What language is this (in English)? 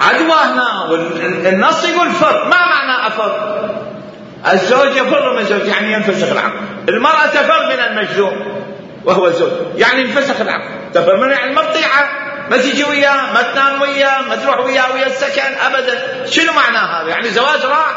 Mesopotamian Arabic